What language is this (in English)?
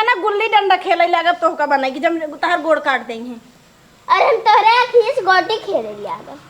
Awadhi